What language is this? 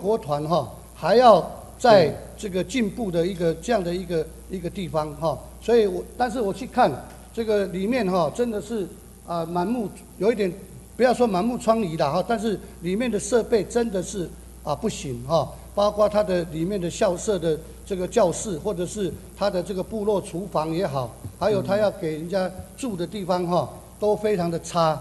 Chinese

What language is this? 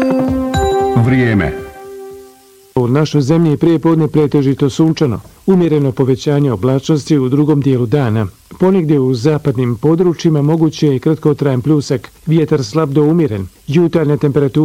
Bosnian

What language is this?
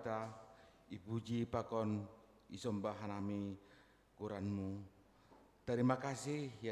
Batak Simalungun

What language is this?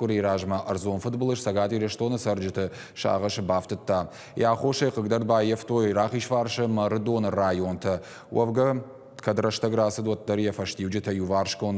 Ossetic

